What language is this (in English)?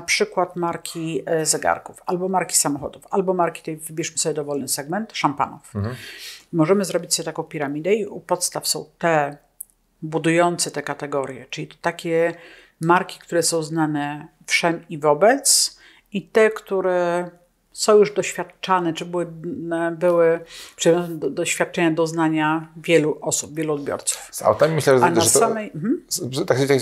Polish